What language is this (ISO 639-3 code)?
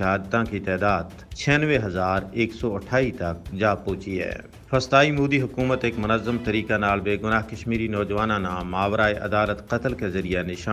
gju